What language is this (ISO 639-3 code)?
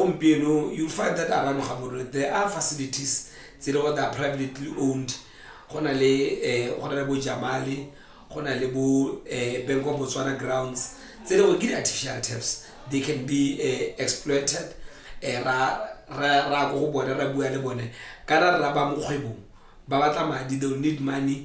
tsn